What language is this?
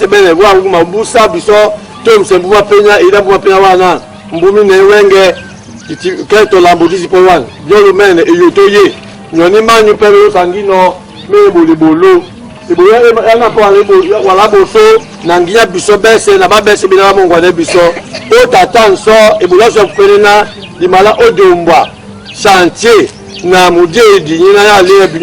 Duala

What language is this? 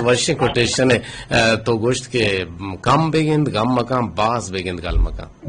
Eastern Balochi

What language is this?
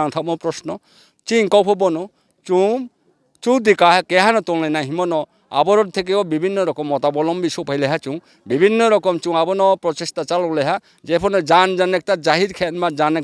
Riang (India)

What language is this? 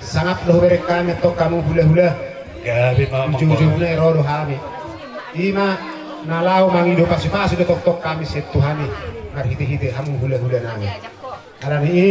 Batak Toba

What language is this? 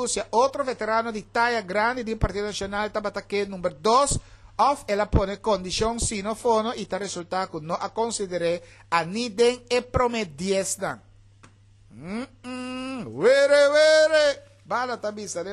Papiamento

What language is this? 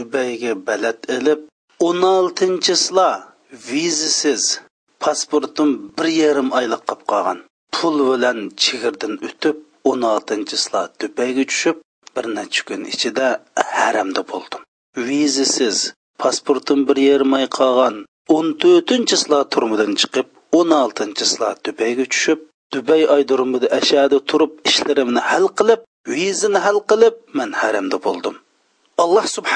Uyghur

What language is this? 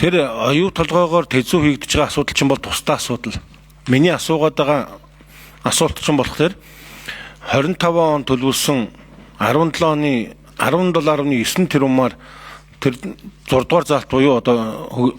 Mongolian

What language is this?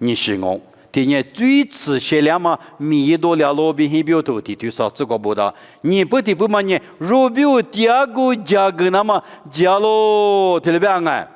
Lisu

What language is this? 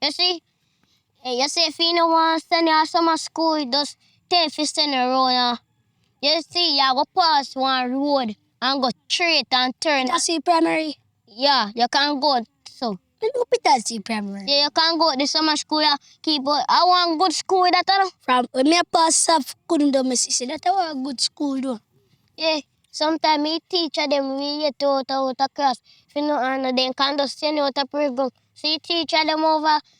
Jamaican Creole English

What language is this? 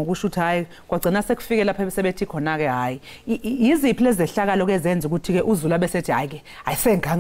Zulu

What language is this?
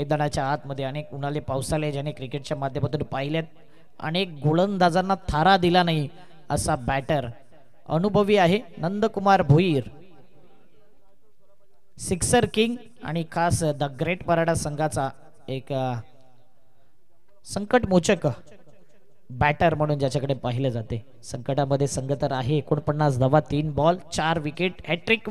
Marathi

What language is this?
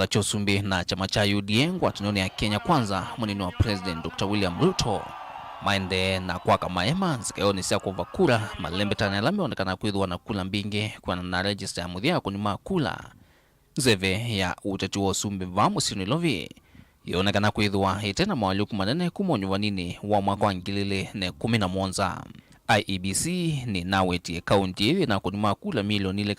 Kamba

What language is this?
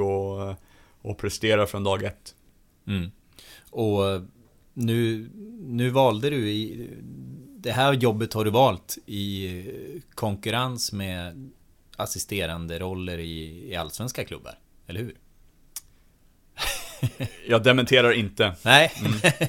Swedish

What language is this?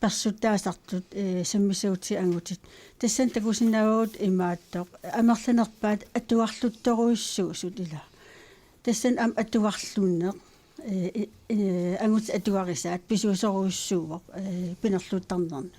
Kalaallisut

